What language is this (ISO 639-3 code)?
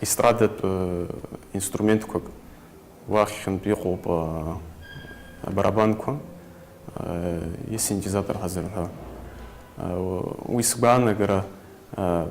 abk